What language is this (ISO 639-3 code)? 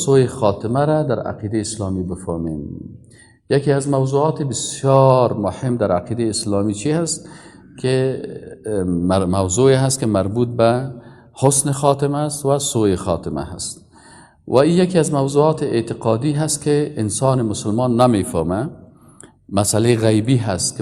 fas